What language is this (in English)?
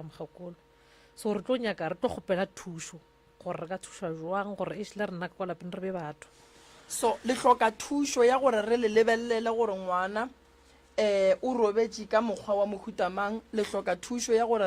Northern Sotho